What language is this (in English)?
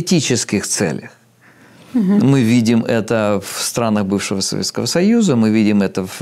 Russian